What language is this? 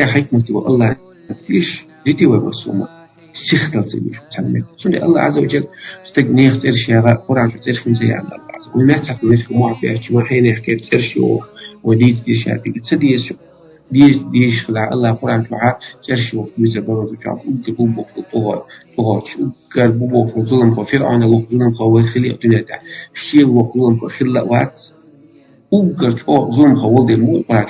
Chechen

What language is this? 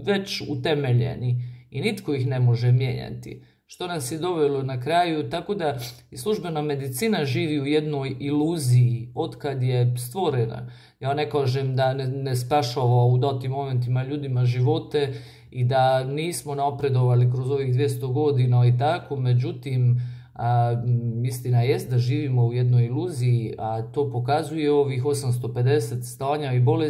Croatian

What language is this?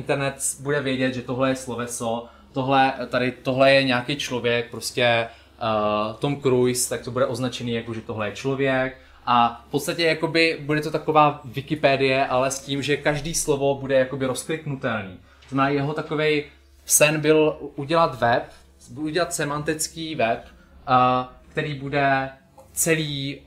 Czech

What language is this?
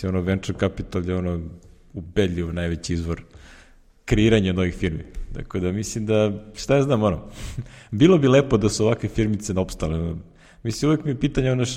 Serbian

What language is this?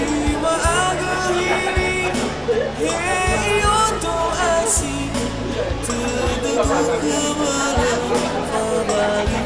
Nias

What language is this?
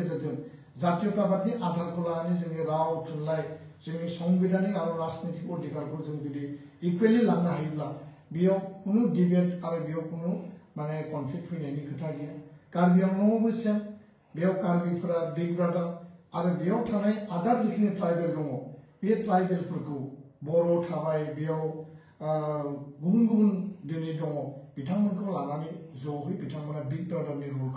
Bodo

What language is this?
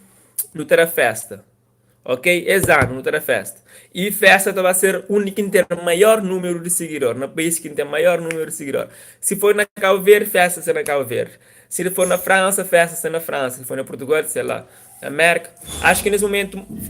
Kabuverdianu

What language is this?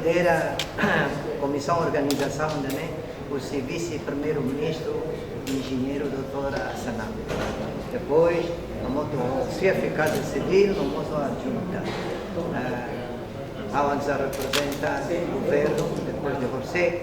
Tetum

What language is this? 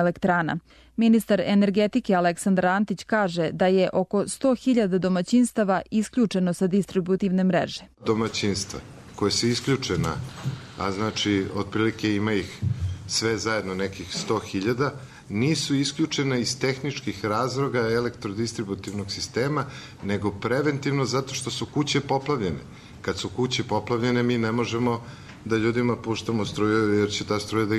Serbian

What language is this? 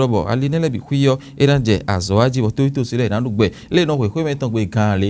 Fon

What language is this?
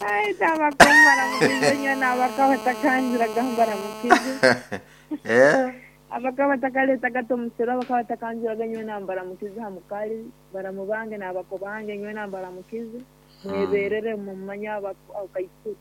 Nyoro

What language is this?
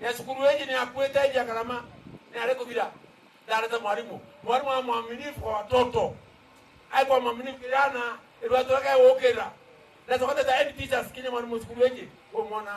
Meru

